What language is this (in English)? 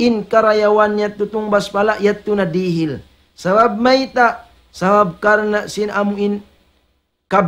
Tausug